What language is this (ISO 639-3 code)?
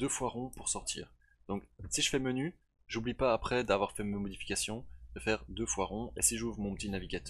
fra